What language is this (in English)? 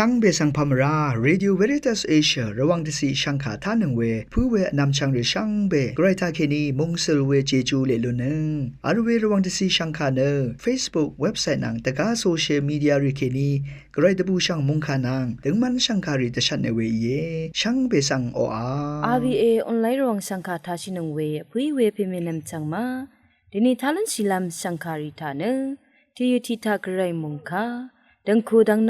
Rawang